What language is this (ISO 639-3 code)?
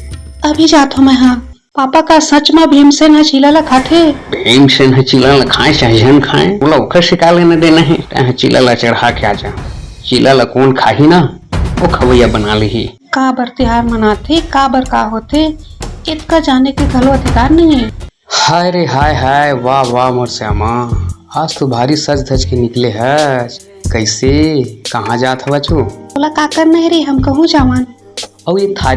hne